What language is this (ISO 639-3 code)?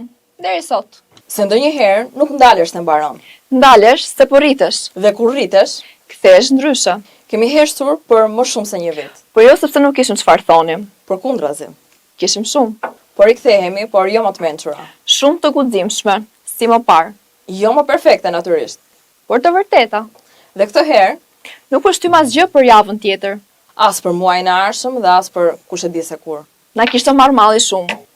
sqi